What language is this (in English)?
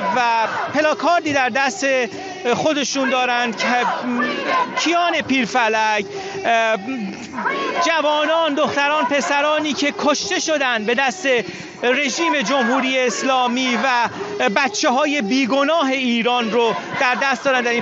Persian